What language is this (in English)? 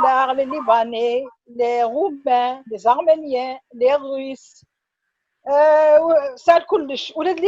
Kabyle